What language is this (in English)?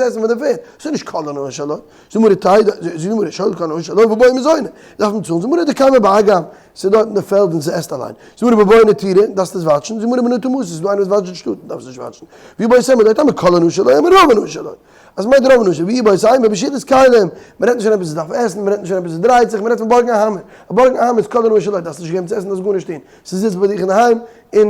Yiddish